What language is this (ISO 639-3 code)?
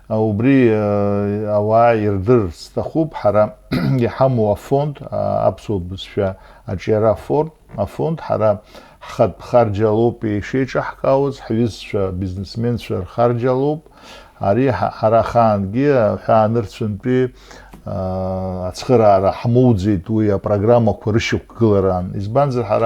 abk